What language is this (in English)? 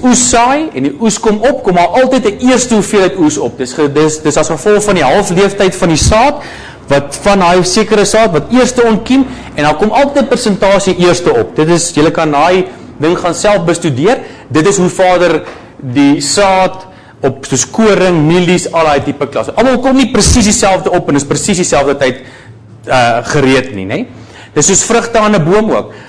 Afrikaans